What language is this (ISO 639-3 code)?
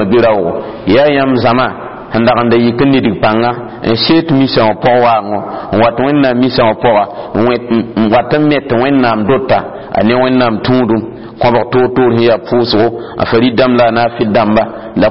mos